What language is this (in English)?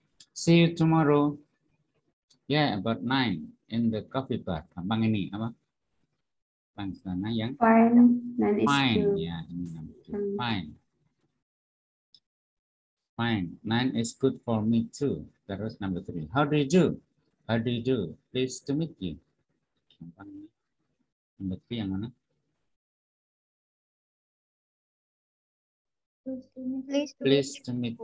Indonesian